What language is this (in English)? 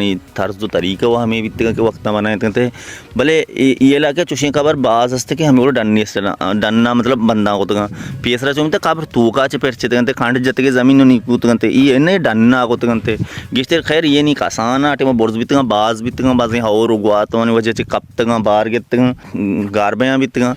Baluchi